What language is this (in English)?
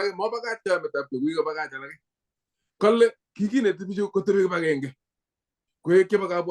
Kalenjin